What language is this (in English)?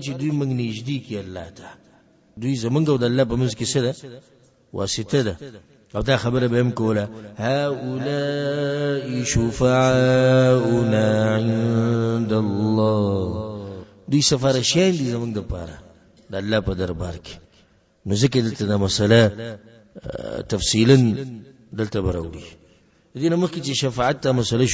Pashto